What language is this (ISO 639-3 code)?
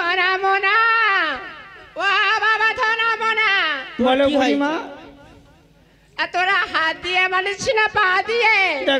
ben